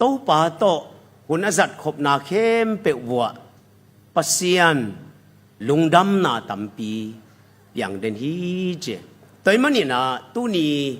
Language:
Tedim Chin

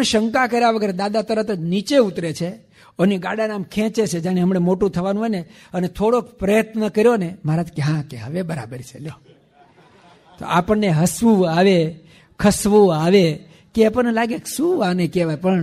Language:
Gujarati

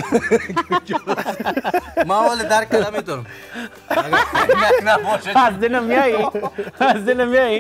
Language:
Persian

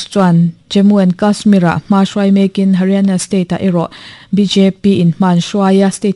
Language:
Mizo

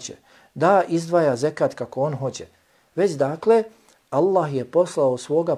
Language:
Bosnian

